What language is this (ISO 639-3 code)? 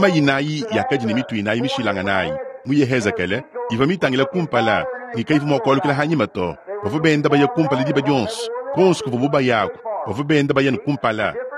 lua